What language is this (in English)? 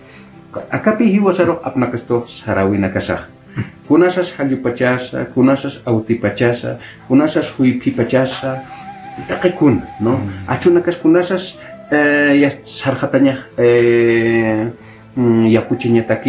Aymara